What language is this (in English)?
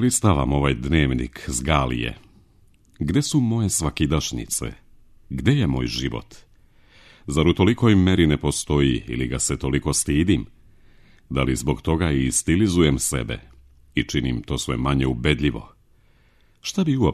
Serbian